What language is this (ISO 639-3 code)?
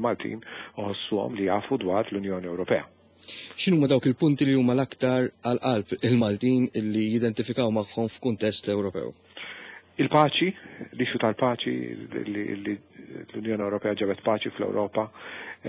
mlt